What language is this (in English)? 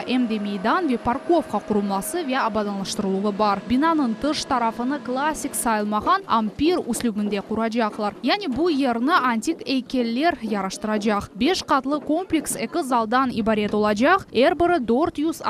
Crimean Tatar